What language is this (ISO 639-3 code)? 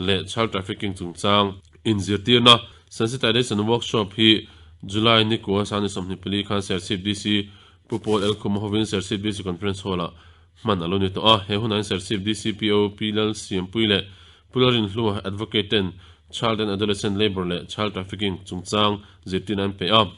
lus